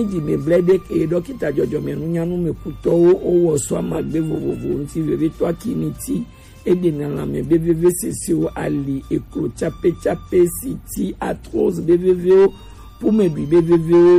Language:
Gen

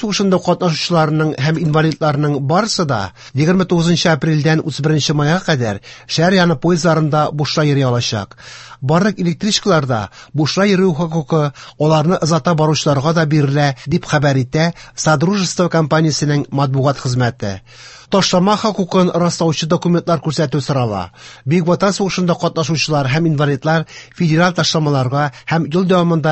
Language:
Tatar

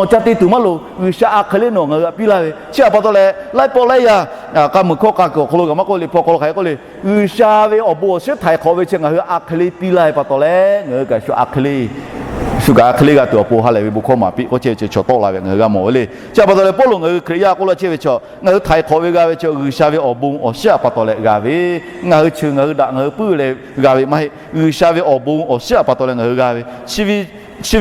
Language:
Lahu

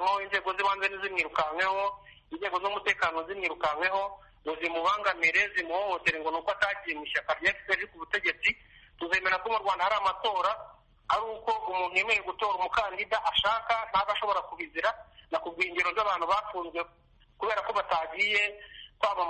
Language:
Kinyarwanda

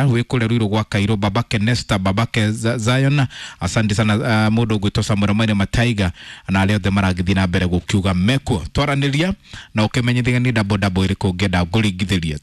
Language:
Kikuyu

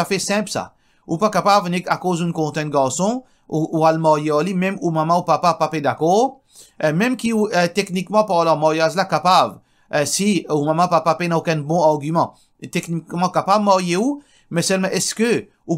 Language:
Morisyen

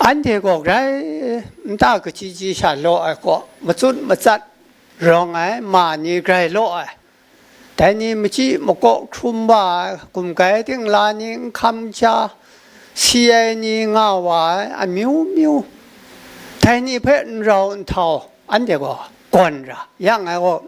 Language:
Kachin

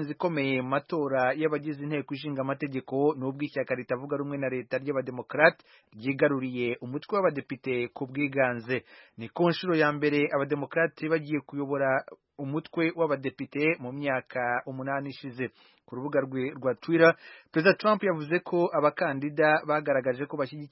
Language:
Kinyarwanda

